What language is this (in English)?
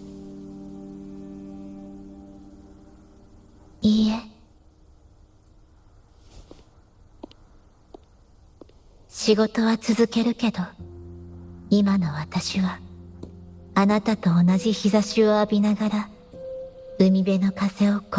Japanese